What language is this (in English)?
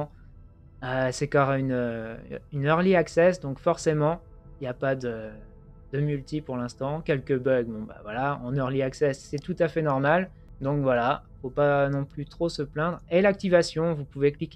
French